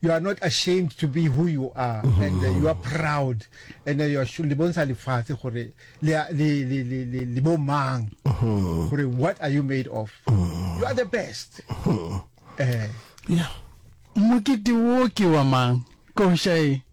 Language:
Northern Sotho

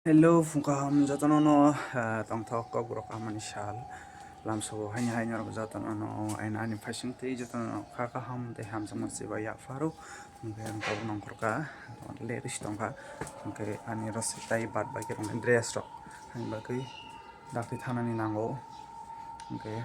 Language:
Kok Borok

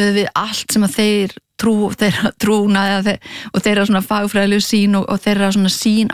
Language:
Icelandic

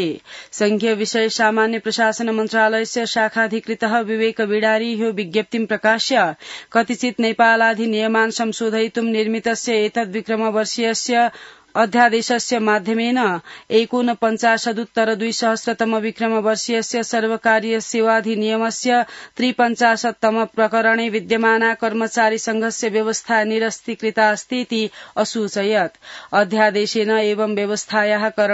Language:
Sanskrit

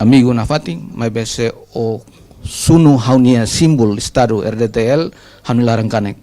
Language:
Tetum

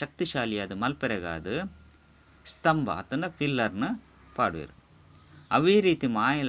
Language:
Tulu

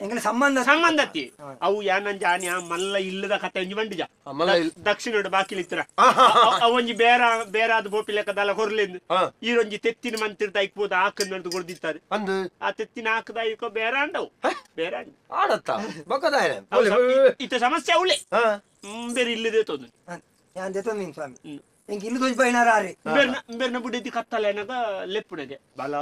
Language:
Tulu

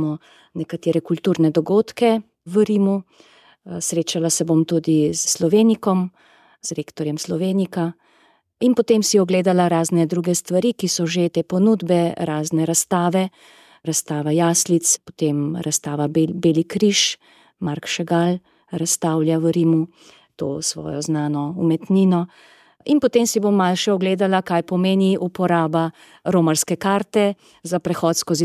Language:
Slovenian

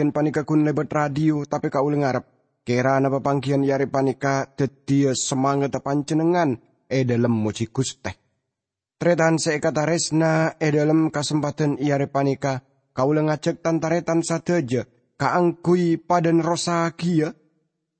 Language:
Madurese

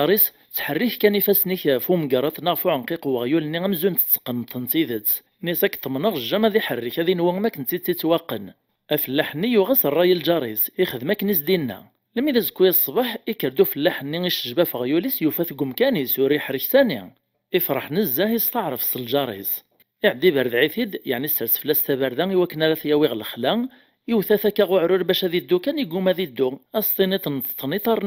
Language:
Kabyle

